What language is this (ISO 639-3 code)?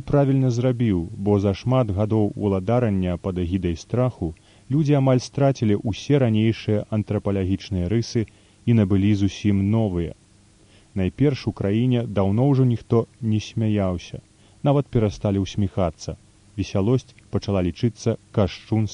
bel